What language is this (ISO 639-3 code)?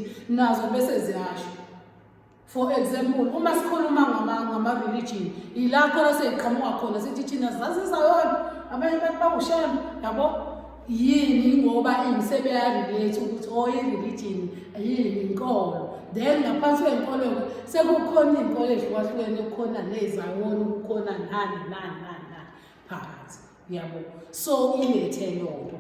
zul